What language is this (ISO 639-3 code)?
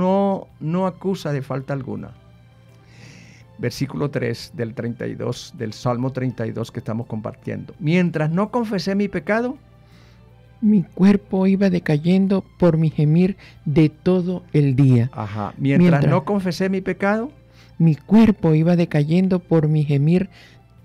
spa